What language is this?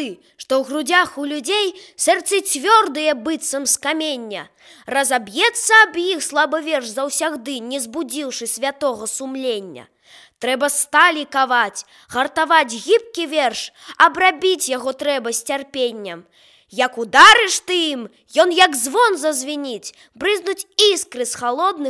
Belarusian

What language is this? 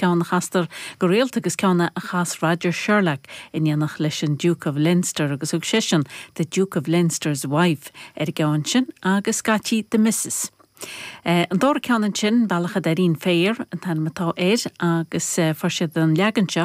Irish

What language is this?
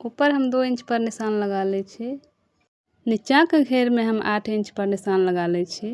Maithili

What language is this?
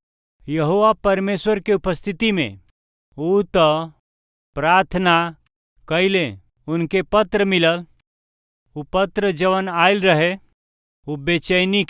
Bhojpuri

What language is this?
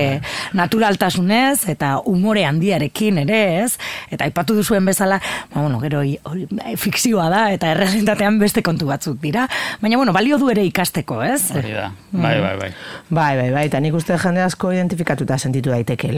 Basque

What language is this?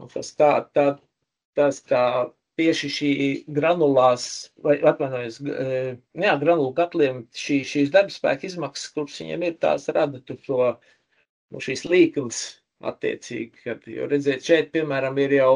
Latvian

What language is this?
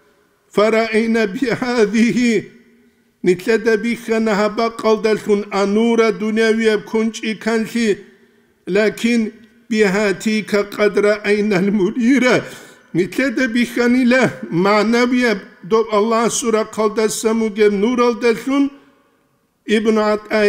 Avaric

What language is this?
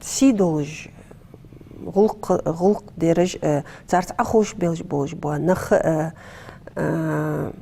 Ingush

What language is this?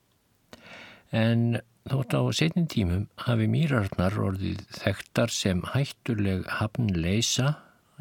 Icelandic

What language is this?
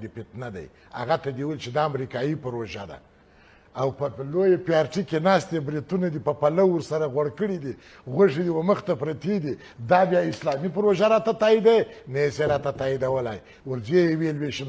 Pashto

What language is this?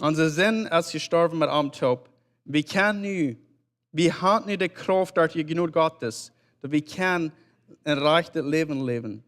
Plautdietsch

